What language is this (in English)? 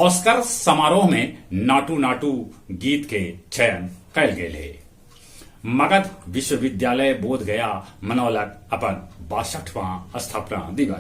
Magahi